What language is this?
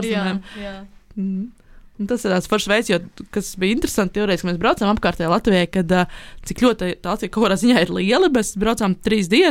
Latvian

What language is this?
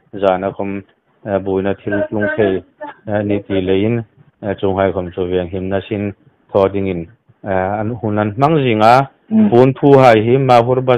Hmar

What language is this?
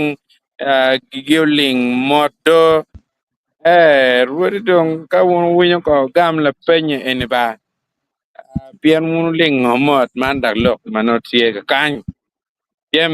Acoli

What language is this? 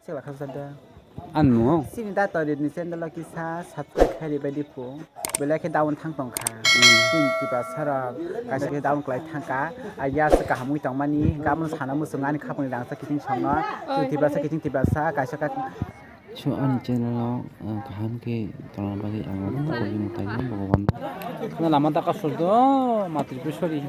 Kok Borok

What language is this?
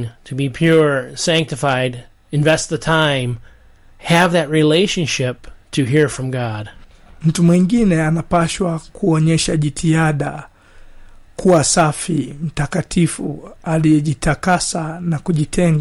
Swahili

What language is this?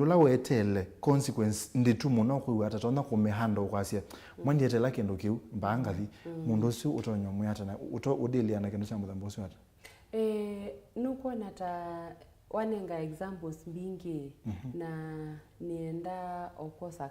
Kamba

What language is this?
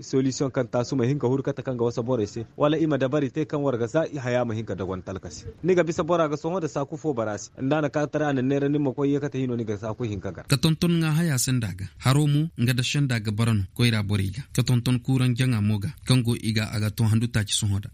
Zarma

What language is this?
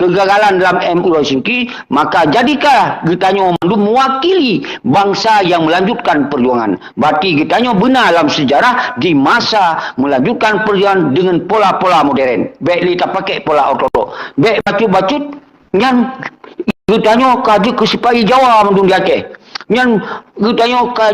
Achinese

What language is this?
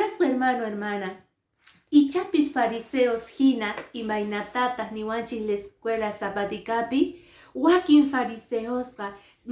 Quechua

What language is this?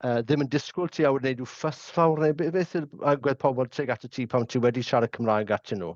Welsh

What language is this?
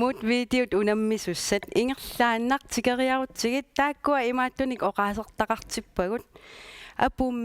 Kalaallisut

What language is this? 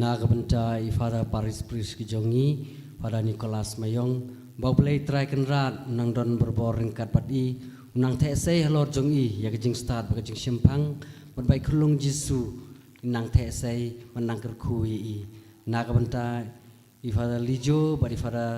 Khasi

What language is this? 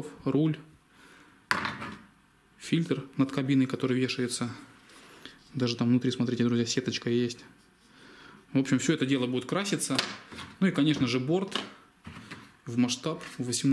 Russian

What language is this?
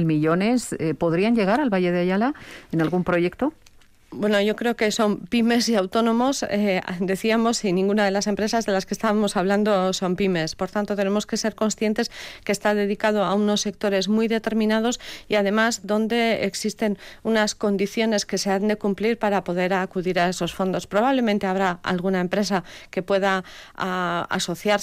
Spanish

